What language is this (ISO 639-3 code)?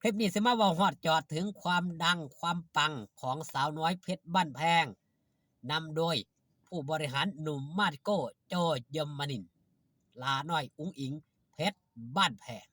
tts